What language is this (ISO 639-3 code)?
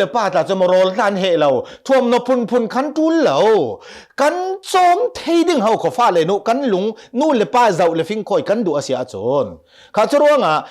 cnh